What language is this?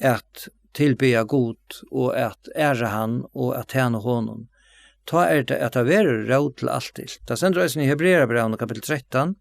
Faroese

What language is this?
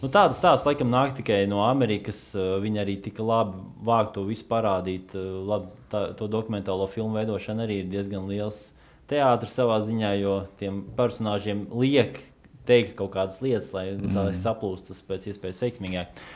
Latvian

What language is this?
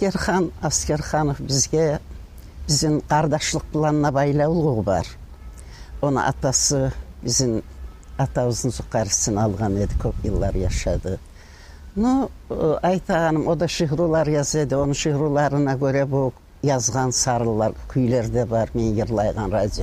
Kumyk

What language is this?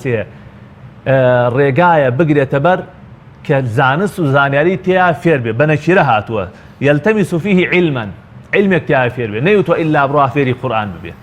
Central Kurdish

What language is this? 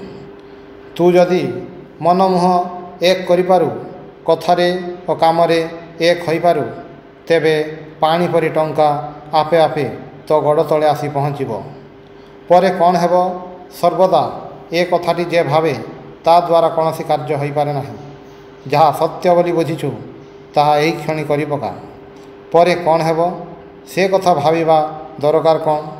Odia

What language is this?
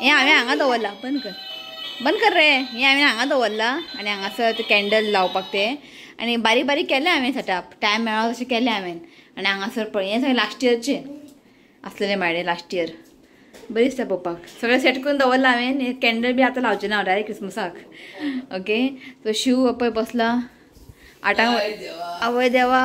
Konkani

